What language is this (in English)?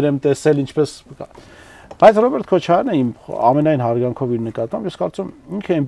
Armenian